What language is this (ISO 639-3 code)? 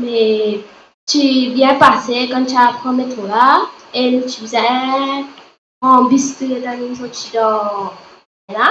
mfe